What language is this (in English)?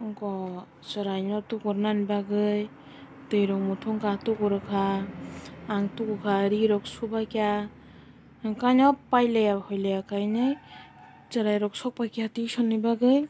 Kok Borok